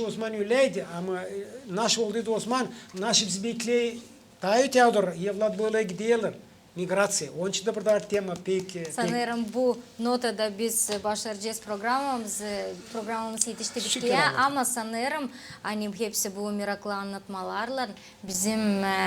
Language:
Gagauz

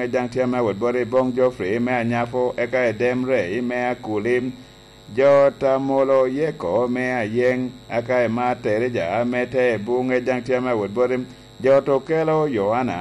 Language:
Lango (Uganda)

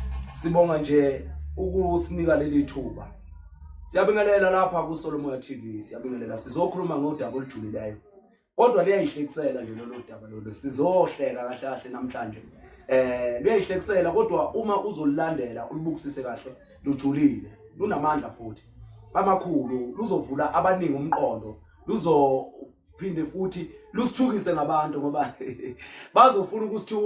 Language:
Zulu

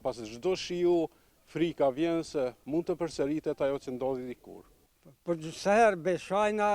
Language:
Albanian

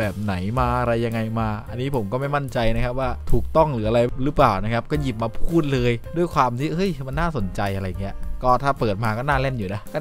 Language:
Thai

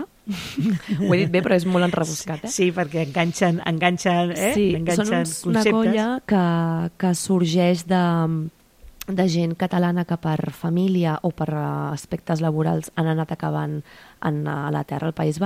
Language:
Catalan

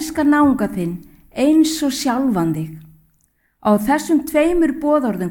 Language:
Icelandic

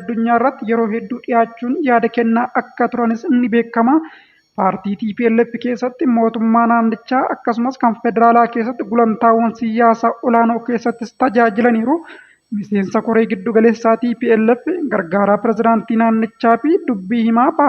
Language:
Oromo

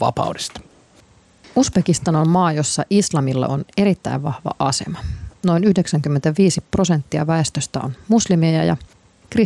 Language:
Finnish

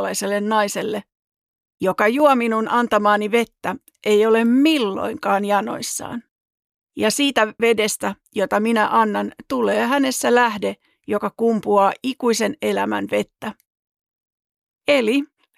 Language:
Finnish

